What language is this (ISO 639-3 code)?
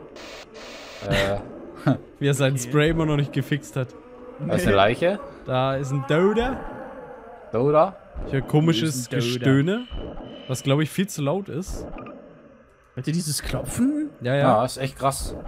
deu